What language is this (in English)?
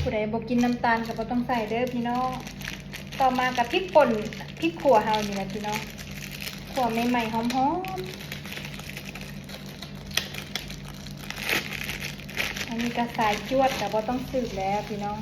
Northeastern Thai